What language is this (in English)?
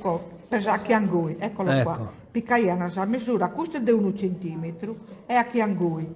Sardinian